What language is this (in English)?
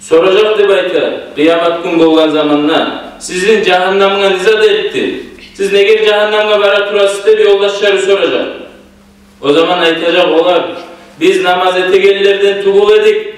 Kumyk